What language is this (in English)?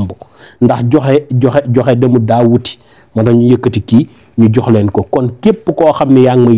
Wolof